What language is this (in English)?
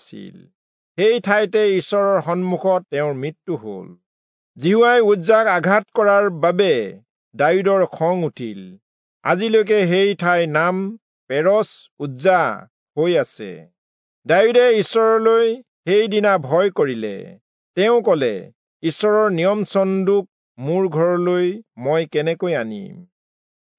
Assamese